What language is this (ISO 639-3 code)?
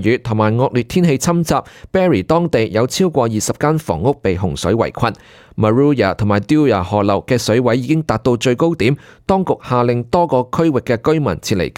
yue